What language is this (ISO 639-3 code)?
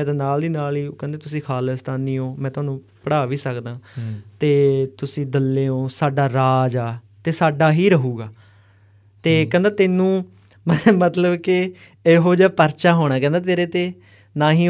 pan